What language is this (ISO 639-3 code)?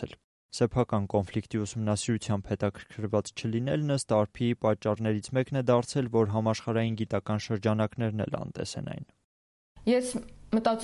hye